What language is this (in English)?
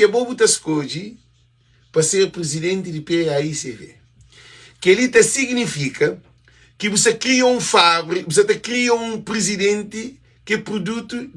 Kabuverdianu